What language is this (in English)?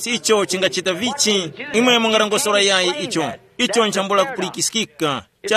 Tumbuka